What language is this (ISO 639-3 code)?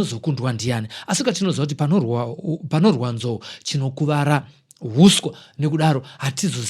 sna